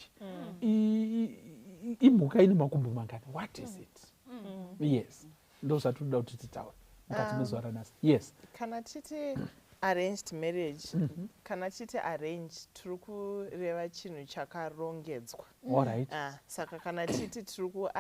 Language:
Shona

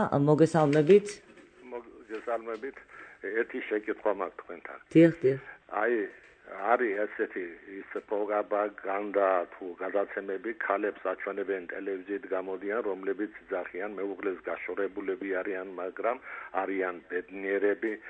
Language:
Georgian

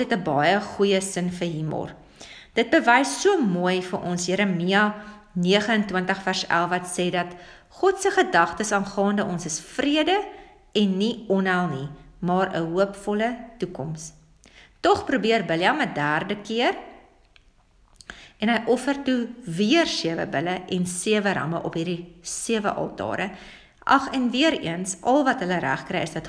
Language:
Afrikaans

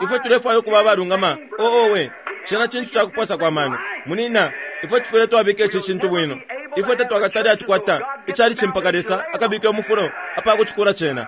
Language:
Bemba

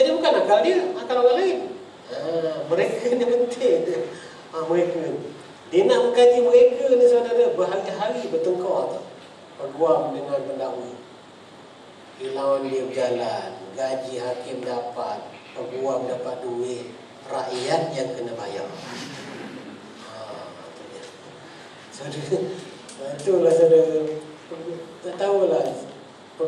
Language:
Malay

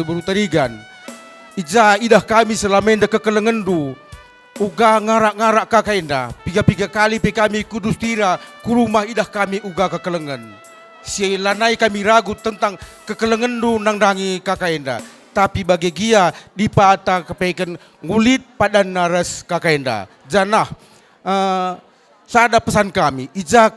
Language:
Batak Karo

